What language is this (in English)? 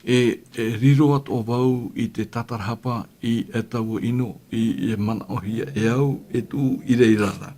Tahitian